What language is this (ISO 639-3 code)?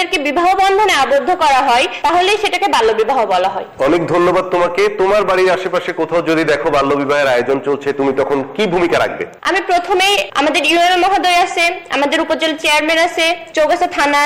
ben